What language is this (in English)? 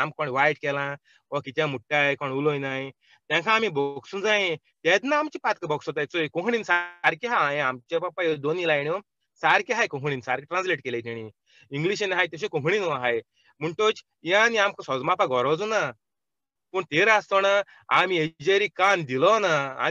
Konkani